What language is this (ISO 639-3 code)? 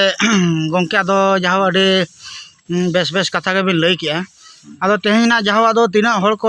sat